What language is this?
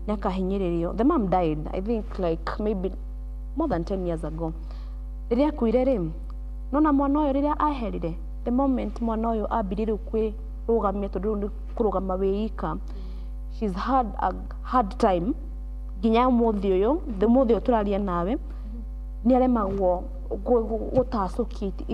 Kikuyu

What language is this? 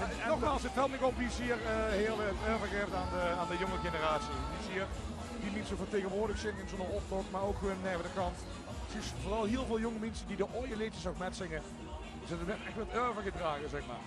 Limburgish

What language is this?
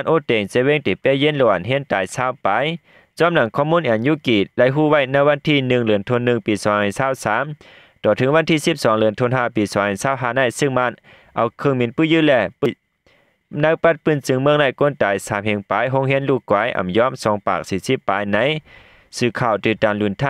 Shan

